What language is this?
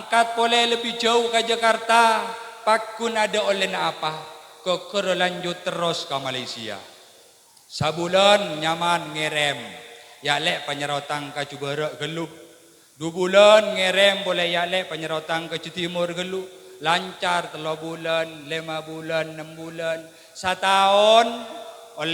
Madurese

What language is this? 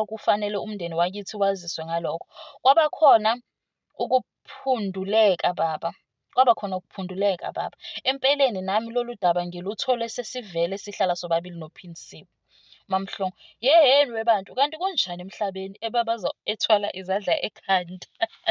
Zulu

